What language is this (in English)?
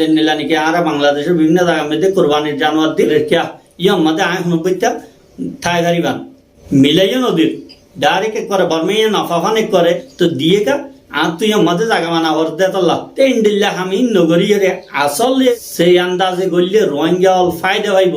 Rohingya